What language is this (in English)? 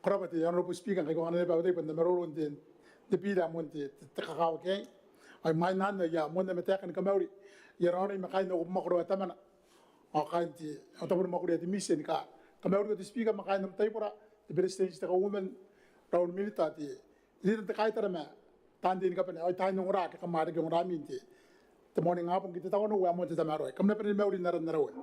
Gilbertese